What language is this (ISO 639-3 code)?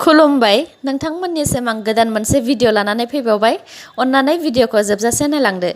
brx